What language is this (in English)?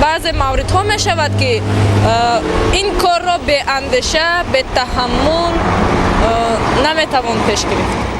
Tajik